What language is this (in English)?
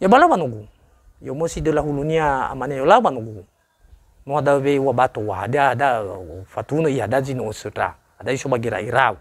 Nias